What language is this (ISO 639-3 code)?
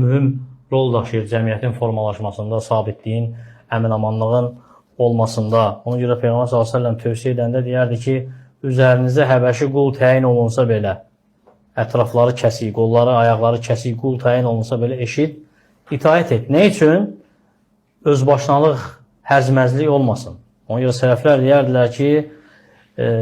aze